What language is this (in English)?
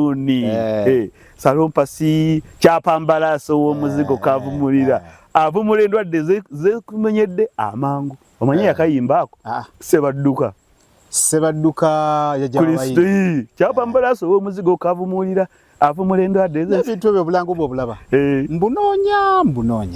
Ganda